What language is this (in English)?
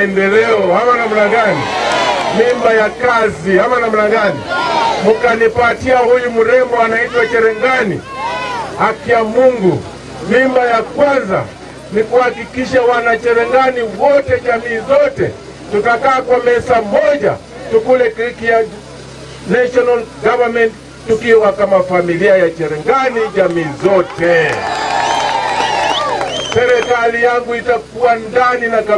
Swahili